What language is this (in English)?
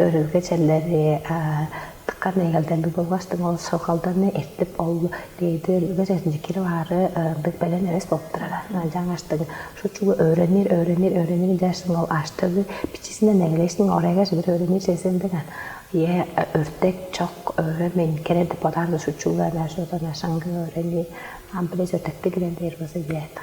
Tuvinian